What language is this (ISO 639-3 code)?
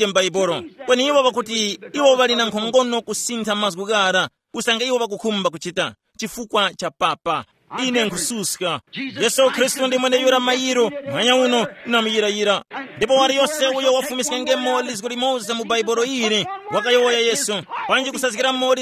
tum